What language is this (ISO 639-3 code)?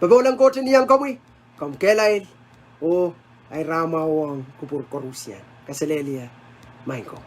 pon